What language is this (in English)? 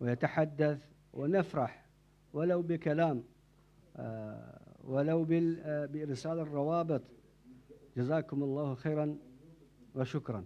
Moroccan Arabic